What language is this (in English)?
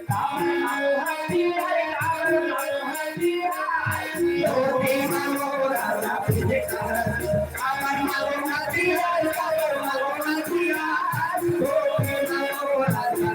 Chhattisgarhi